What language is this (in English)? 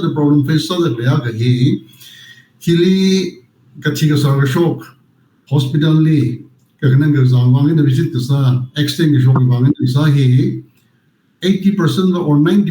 Tangkhul Naga (India)